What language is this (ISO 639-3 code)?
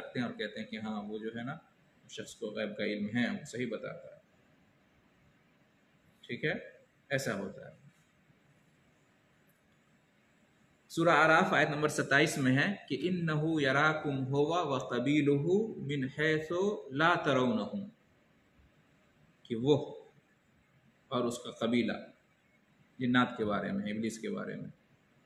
urd